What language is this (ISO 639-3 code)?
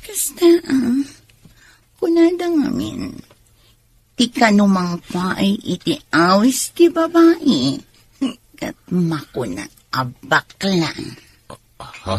ilo